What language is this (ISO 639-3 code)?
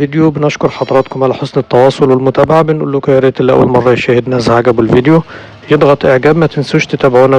arz